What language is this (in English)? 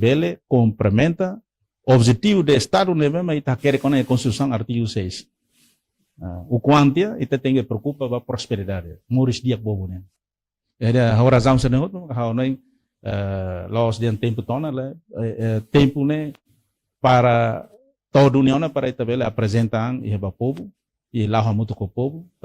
Tetum